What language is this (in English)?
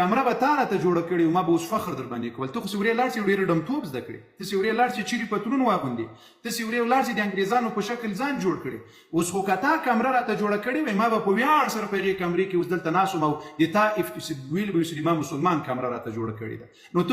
Pashto